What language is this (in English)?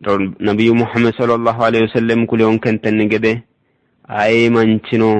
Sidamo